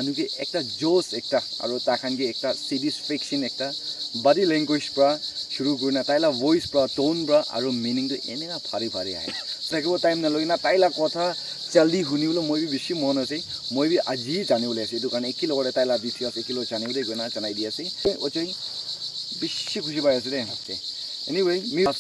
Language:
Naga Pidgin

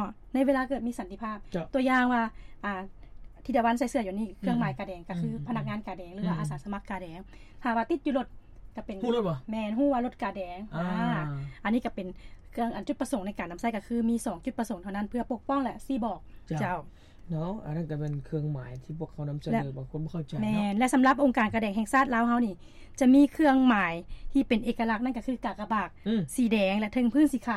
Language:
Lao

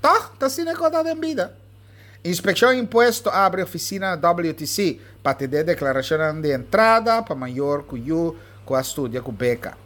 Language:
Papiamento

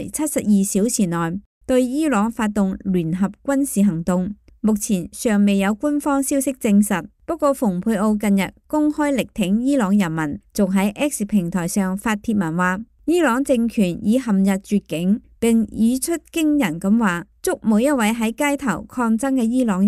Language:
Cantonese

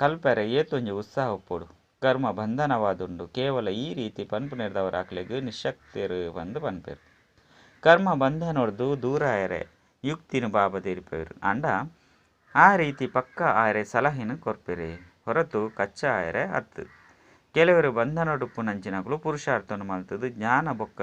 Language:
Tulu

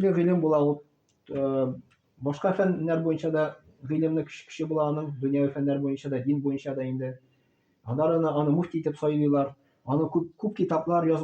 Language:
Tatar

